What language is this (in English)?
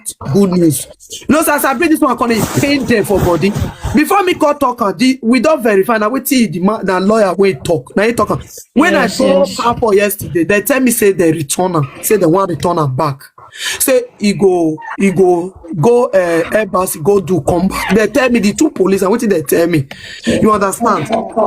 Nigerian Pidgin